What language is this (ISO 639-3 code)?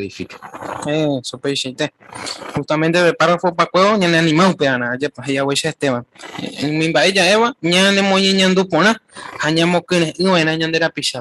grn